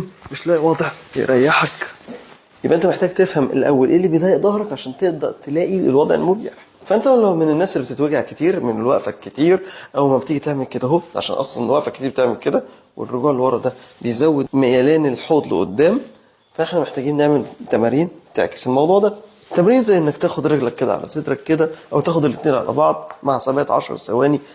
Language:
Egyptian Arabic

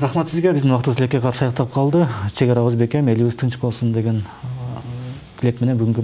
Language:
Kyrgyz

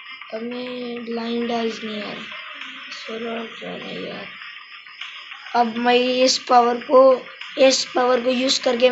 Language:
Hindi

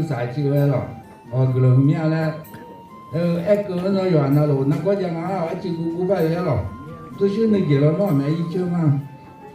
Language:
Akha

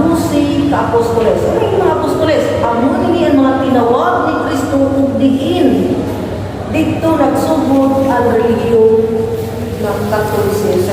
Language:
Cebuano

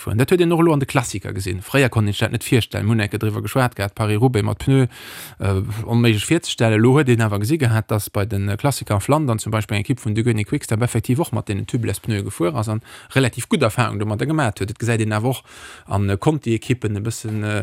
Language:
Luxembourgish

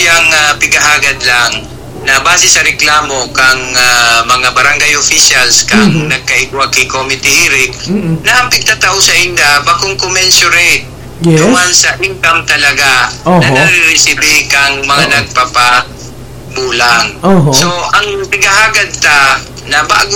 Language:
Bikol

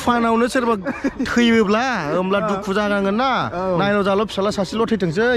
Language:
Bodo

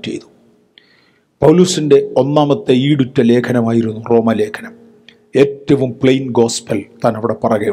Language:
Malayalam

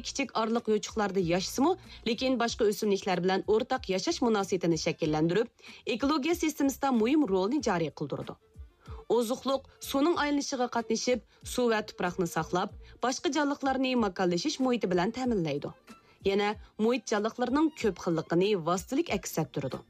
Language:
Uyghur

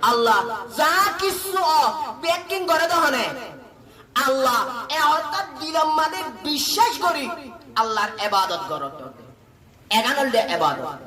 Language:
Rohingya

